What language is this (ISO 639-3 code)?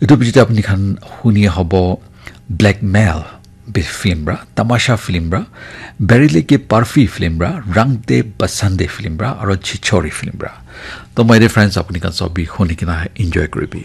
nag